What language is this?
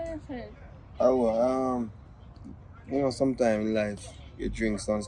Jamaican Creole English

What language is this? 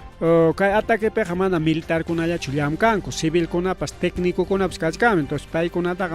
Ayacucho Quechua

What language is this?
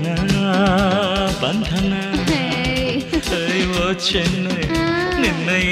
Kannada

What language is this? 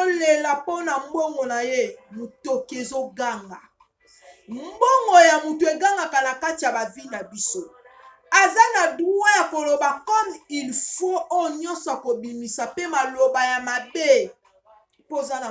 Lingala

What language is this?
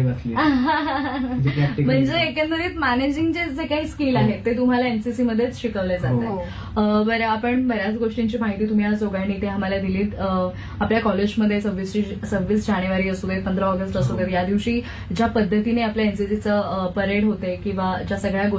Marathi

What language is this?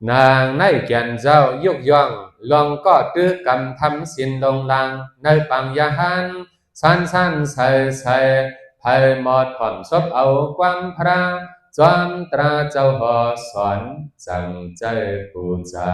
Shan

